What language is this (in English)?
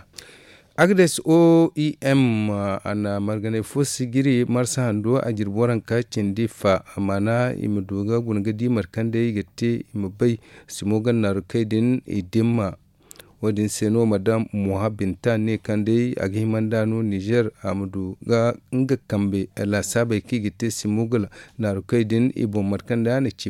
Zarma